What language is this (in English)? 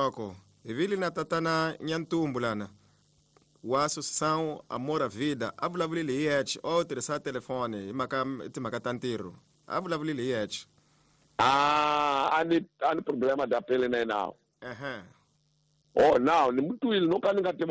Tsonga